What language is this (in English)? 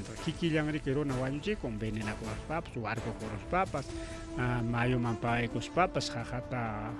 Ayacucho Quechua